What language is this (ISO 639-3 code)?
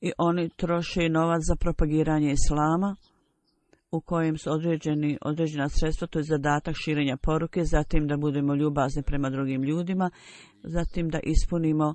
bos